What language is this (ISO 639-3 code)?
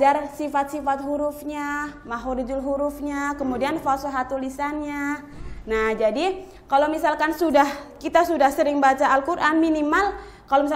ind